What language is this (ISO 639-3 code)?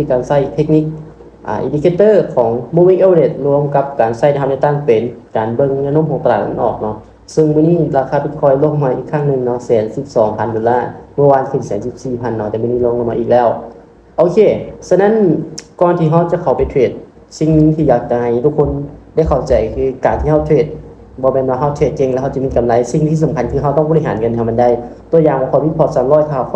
lao